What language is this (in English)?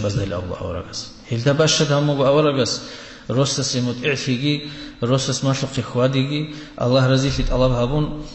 Avaric